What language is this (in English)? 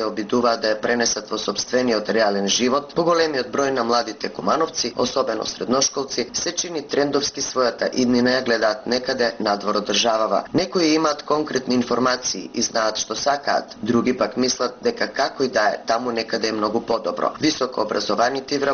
Macedonian